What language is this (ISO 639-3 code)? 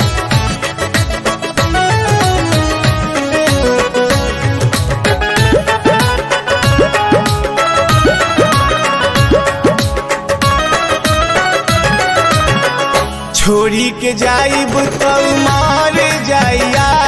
bho